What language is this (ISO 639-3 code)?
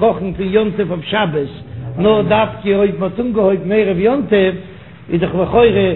yid